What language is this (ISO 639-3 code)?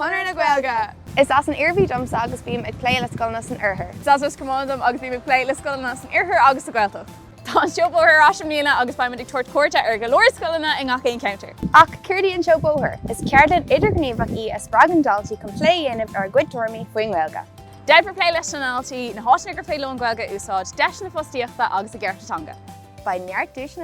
gle